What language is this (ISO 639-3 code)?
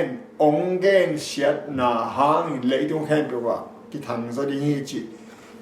ctd